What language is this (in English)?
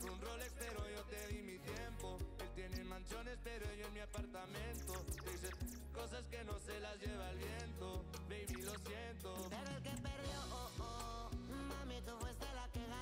Spanish